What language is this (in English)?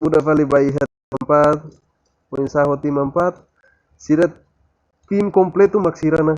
Tetum